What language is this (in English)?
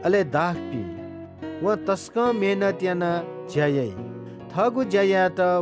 Newari